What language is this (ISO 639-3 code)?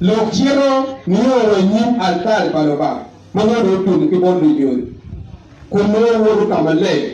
ach